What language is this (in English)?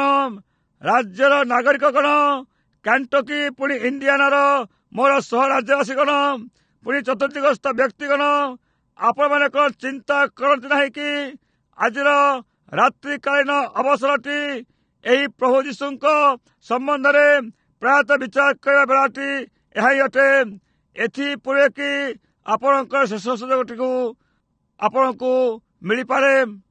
Odia